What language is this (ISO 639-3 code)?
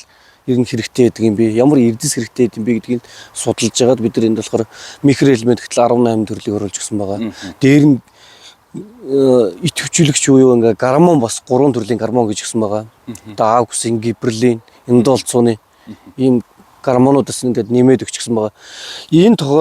mon